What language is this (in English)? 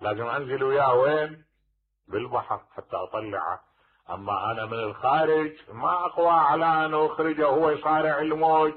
Mesopotamian Arabic